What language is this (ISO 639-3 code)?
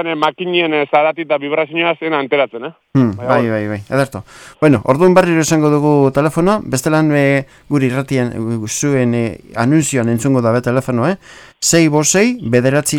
eus